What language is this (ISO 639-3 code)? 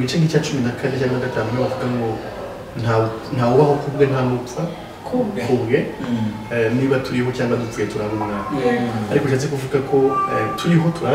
kin